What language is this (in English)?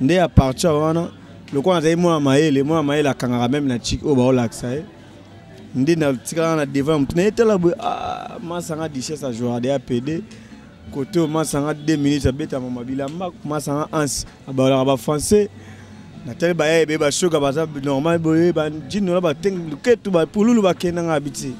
Lingala